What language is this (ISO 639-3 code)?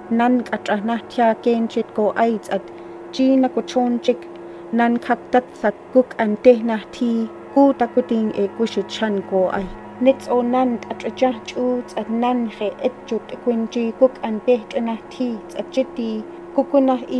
gwi